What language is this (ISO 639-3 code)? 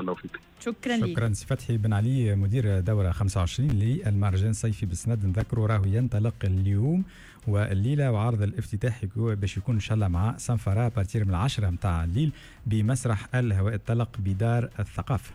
aeb